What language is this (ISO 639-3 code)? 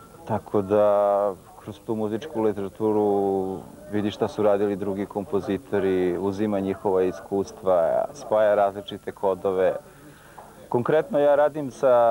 srp